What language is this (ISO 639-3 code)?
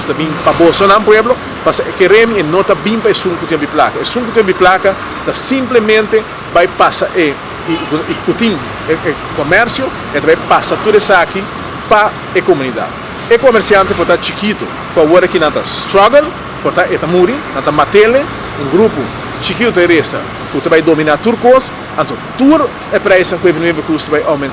pap